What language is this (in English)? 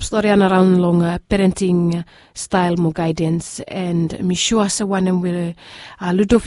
Bislama